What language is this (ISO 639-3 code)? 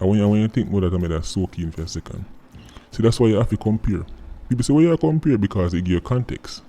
jam